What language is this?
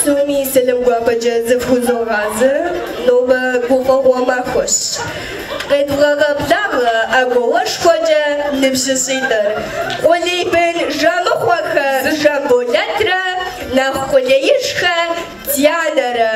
Kabardian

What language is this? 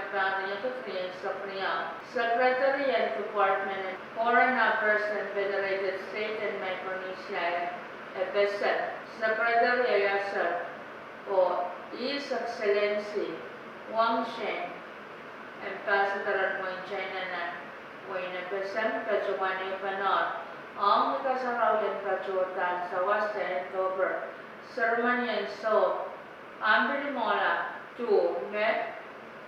Pohnpeian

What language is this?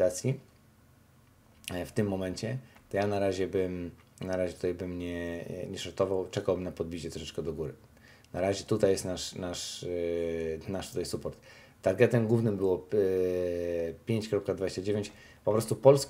Polish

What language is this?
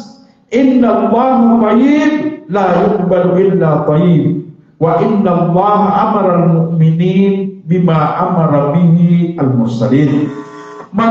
Maranao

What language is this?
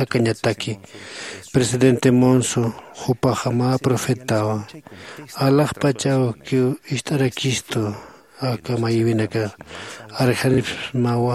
Aymara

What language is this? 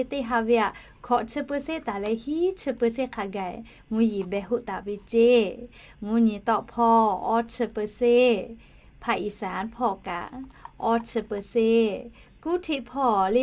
Lahu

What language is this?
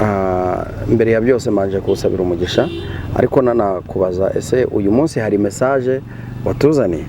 Kinyarwanda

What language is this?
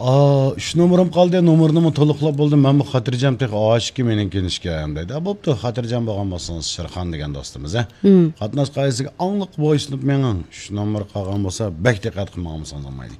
Uyghur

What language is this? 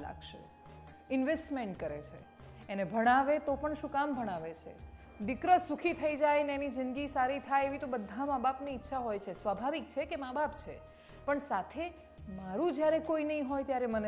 Gujarati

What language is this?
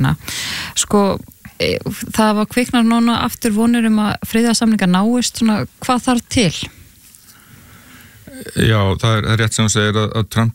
Icelandic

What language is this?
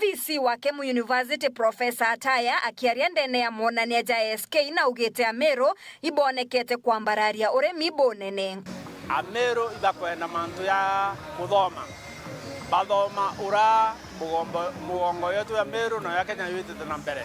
Meru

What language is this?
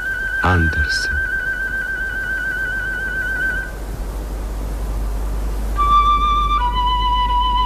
Bulgarian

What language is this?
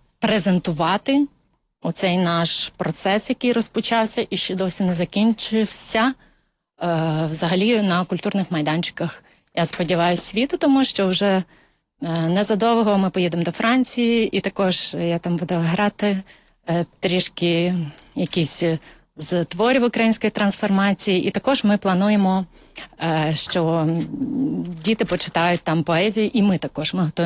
Ukrainian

